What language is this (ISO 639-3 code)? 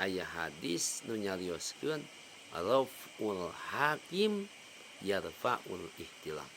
sun